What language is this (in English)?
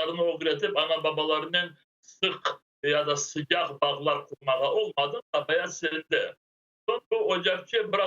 Crimean Tatar